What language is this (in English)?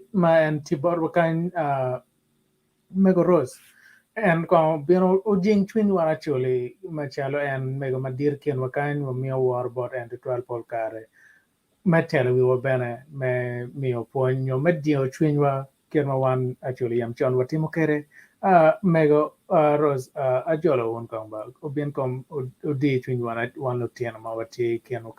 Acoli